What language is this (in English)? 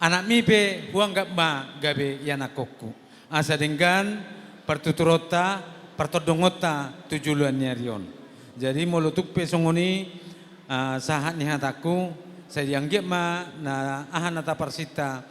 Batak Toba